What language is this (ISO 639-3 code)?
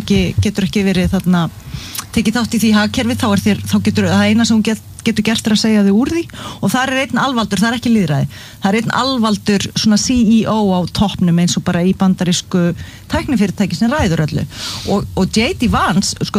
isl